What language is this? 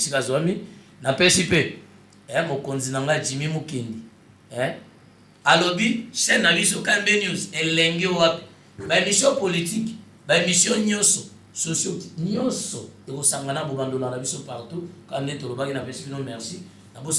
Lingala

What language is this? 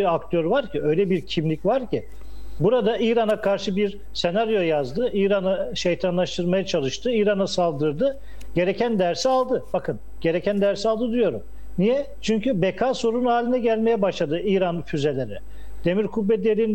Turkish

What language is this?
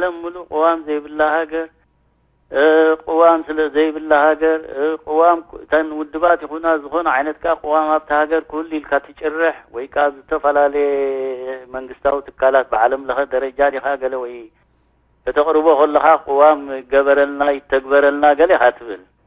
Tigrinya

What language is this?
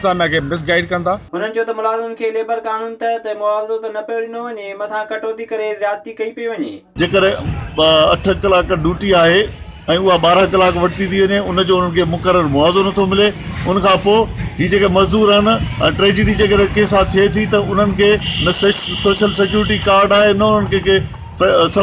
Sindhi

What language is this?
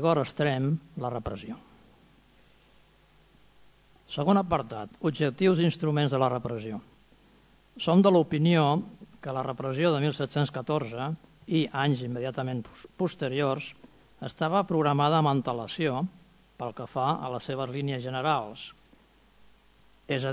Catalan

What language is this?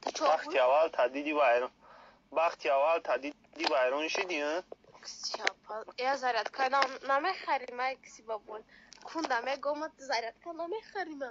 Tajik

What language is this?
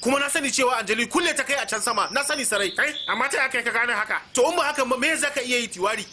Hausa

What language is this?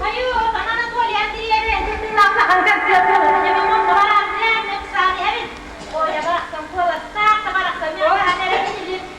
Yakut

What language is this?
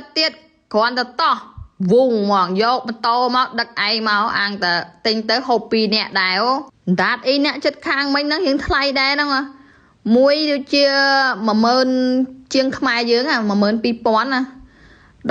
Khmer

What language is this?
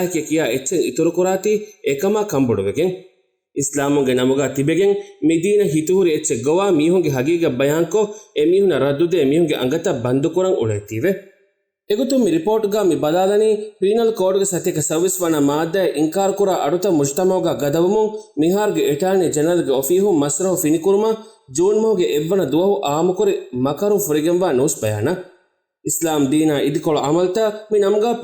Divehi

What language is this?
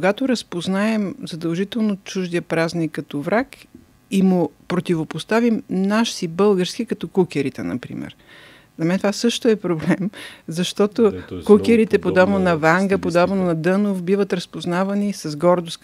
Bulgarian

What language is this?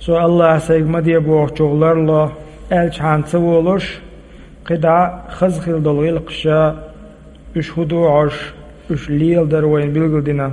Chechen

